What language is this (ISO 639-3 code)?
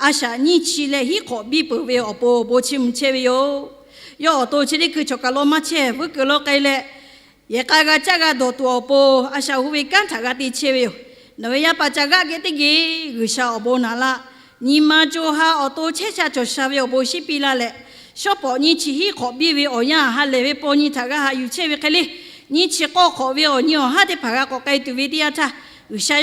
lhu